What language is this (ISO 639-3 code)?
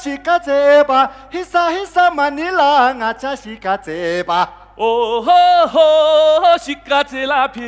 bod